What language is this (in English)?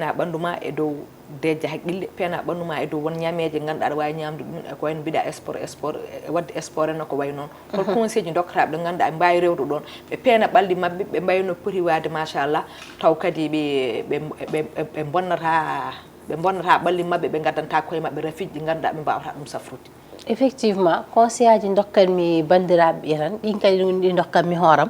Fula